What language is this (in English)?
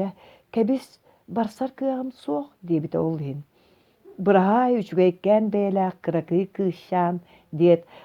Yakut